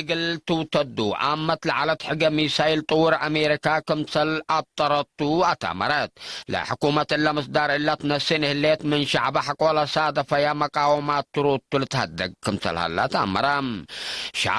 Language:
Tigre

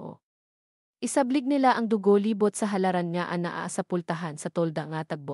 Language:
Cebuano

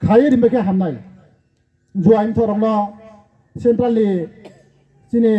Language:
Riang (India)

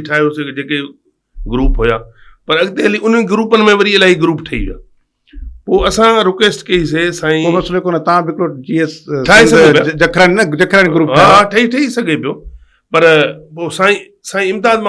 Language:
Sindhi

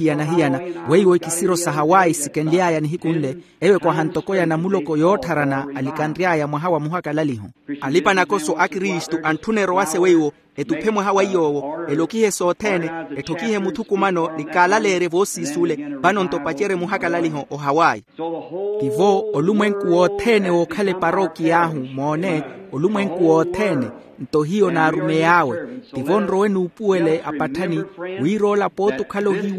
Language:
Makhuwa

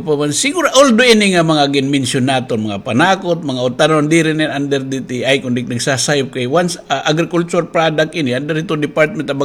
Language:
Waray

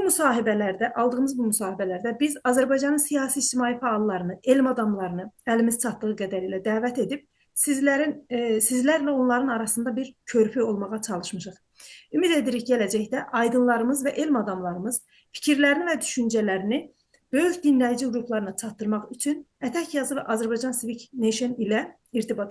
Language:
South Azerbaijani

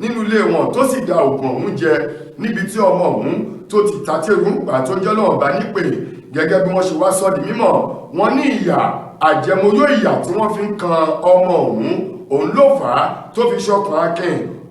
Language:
Yoruba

